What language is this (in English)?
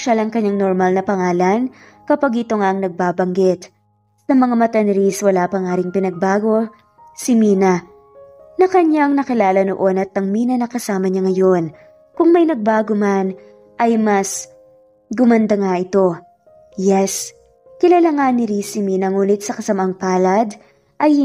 Filipino